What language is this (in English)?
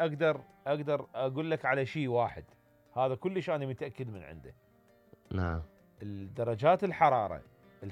Mesopotamian Arabic